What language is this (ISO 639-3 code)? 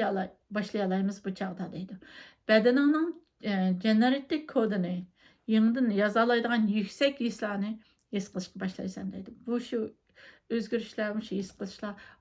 uig